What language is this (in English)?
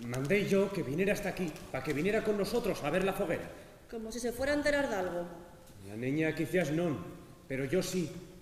Asturian